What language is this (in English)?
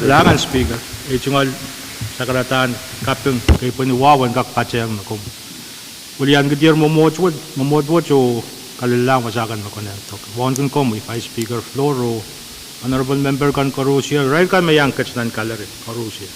Pohnpeian